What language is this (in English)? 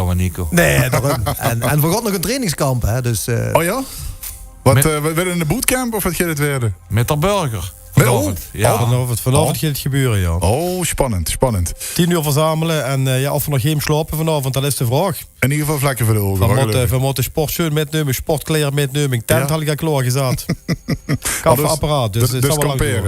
Limburgish